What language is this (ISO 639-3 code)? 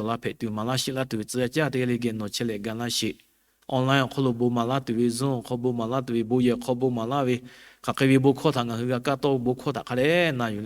lhu